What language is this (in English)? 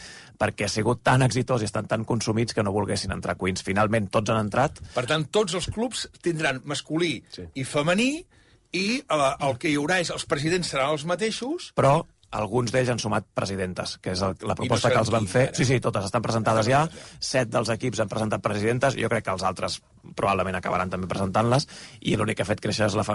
Catalan